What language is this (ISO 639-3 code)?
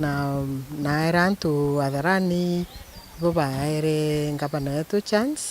mer